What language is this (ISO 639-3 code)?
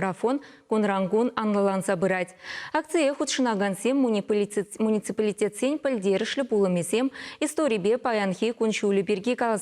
chv